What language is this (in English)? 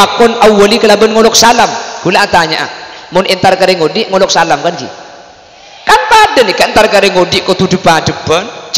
Madurese